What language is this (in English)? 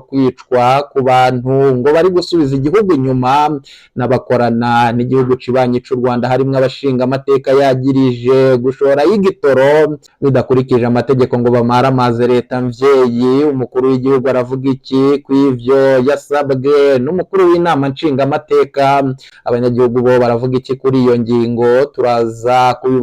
Rundi